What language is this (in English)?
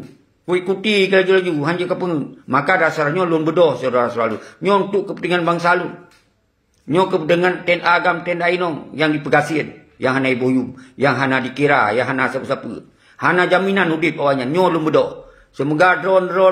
Achinese